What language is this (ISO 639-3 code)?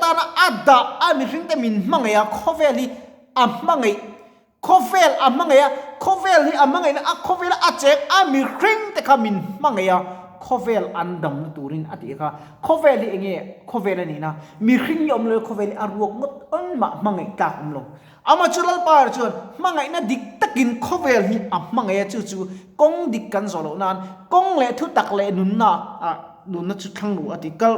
lus